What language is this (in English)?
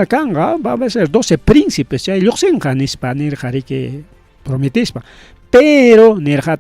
Ayacucho Quechua